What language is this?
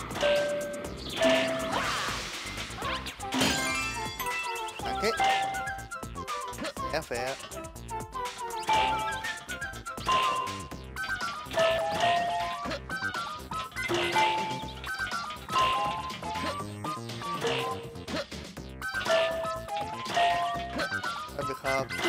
German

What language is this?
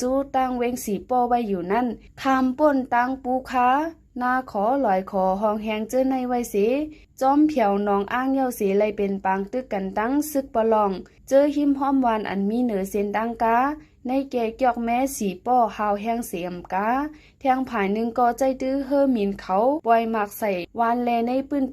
Shan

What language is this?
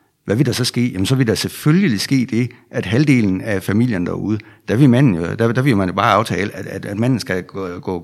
Danish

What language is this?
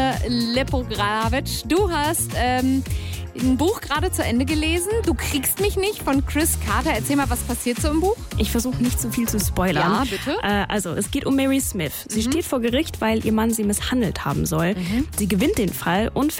German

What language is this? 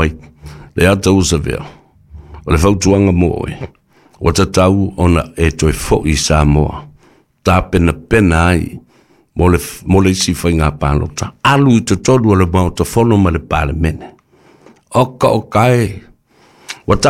Samoan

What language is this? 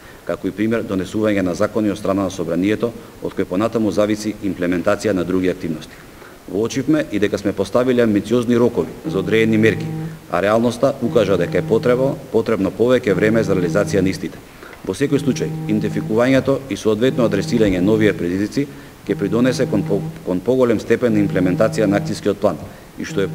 Macedonian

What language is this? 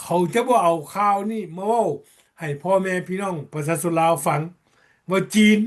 Lao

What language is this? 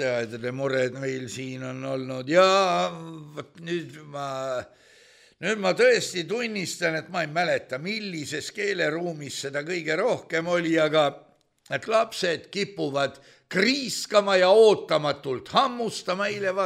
Estonian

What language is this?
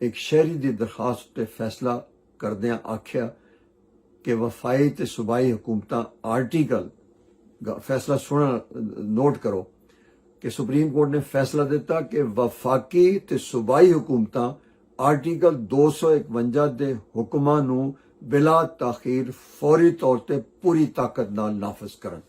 Western Panjabi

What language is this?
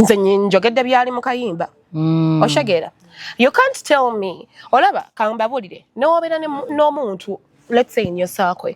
Ganda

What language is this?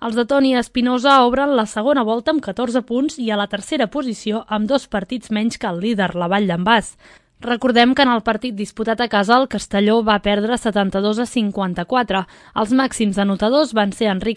Catalan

